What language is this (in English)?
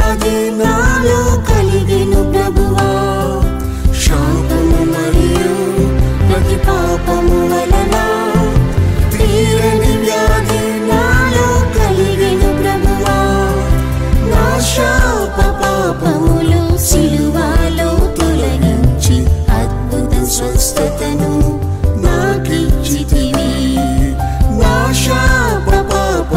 Telugu